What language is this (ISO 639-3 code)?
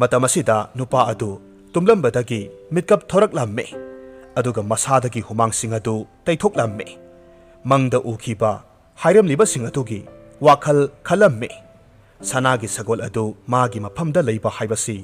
mni